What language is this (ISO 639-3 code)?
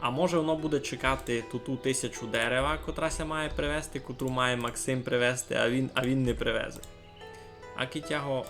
rue